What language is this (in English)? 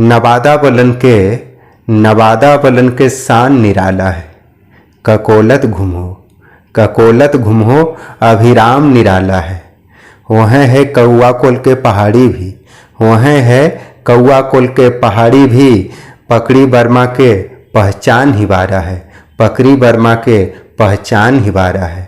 Magahi